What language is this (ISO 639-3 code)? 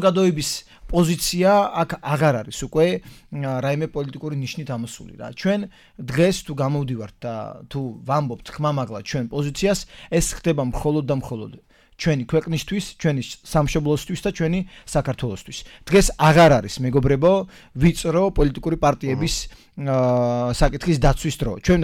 kat